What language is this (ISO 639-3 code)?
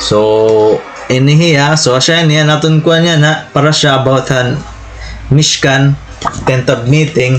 war